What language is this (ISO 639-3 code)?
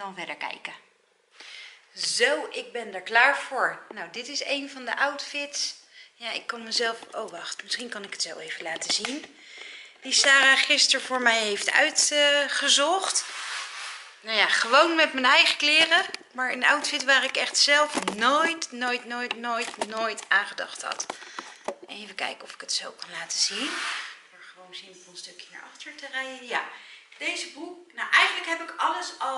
nld